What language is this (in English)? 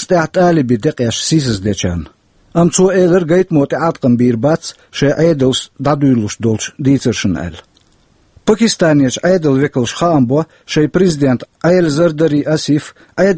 Chechen